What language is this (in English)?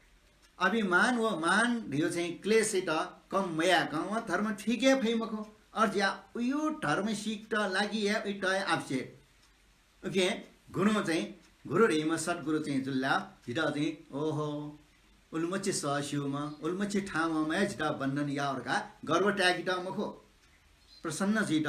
Newari